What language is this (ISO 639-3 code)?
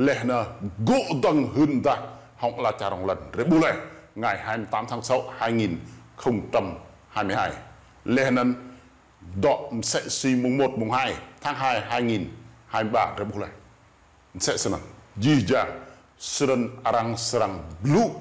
rad